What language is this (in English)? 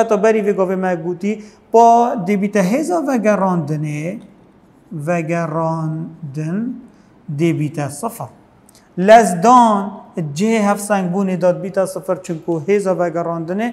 Kurdish